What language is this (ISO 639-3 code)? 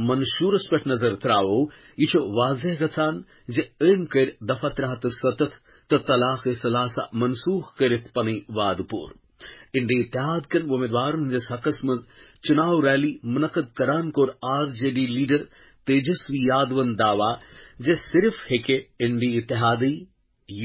kas